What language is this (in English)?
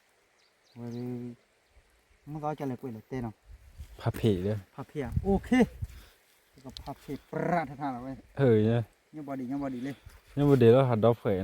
S'gaw Karen